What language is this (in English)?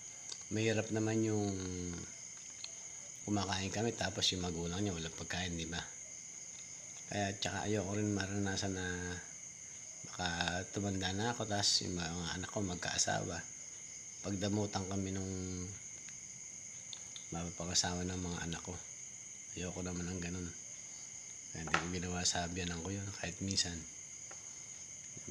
Filipino